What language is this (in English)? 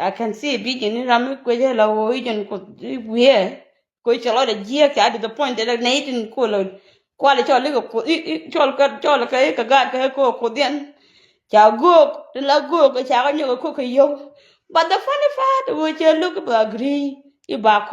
Nuer